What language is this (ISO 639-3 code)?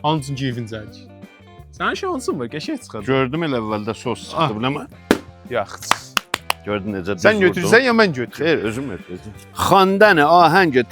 azb